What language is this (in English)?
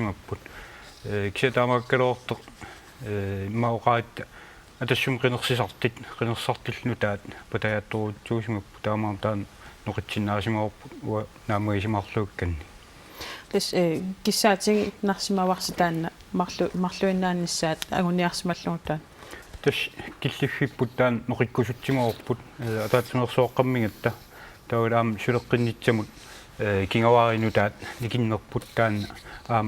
Kalaallisut